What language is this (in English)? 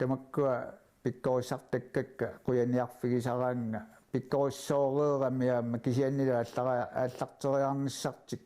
Kalaallisut